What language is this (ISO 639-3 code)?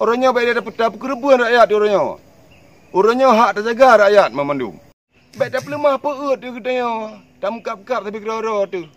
ace